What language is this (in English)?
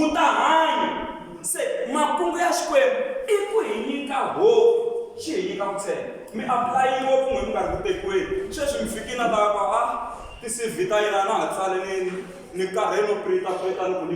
Tsonga